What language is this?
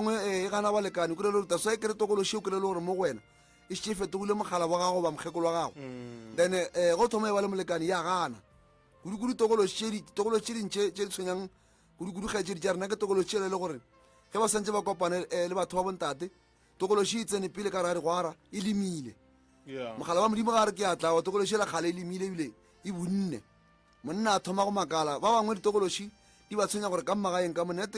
Northern Sotho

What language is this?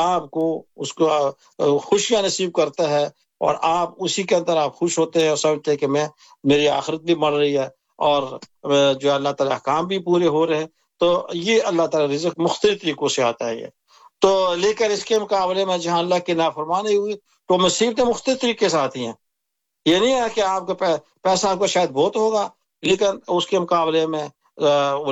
Urdu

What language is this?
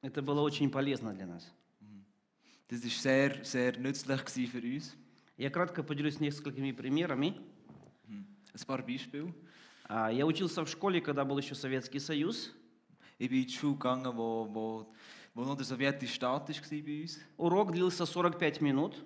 Swiss German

